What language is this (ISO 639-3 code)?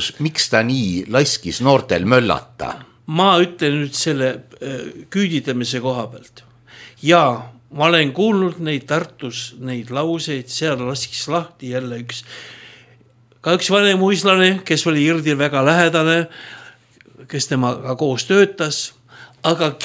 est